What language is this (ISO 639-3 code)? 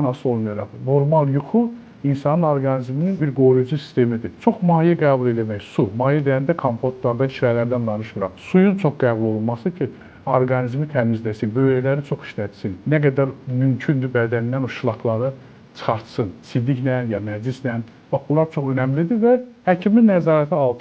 aze